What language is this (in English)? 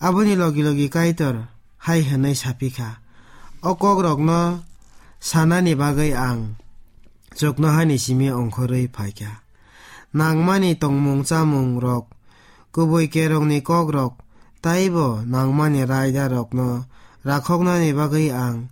Kok Borok